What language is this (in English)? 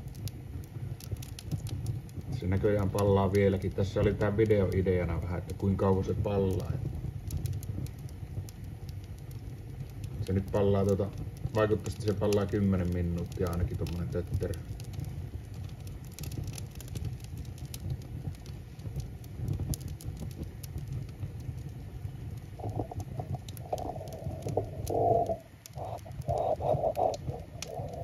Finnish